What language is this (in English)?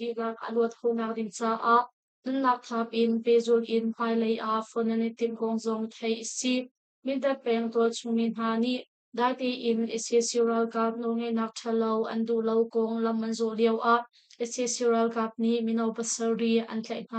Hakha Chin